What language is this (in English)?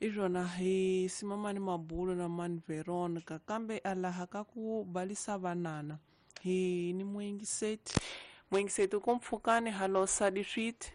Tsonga